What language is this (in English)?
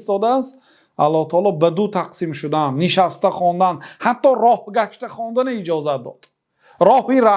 Persian